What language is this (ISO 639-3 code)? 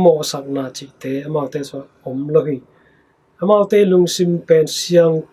ctd